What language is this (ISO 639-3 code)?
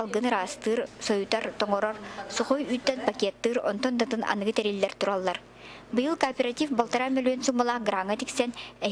sah